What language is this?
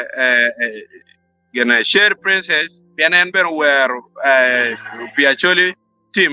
Acoli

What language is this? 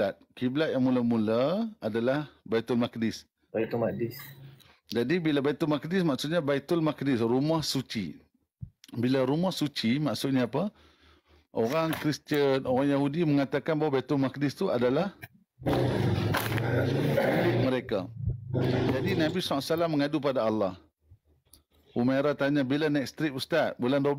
Malay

